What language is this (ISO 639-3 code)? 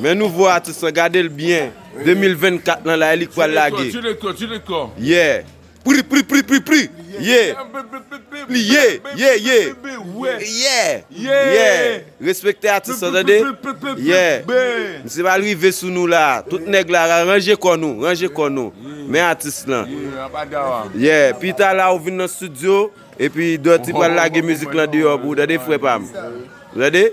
hat